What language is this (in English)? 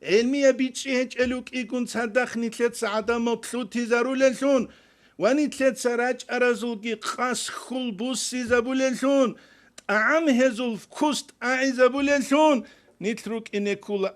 Avaric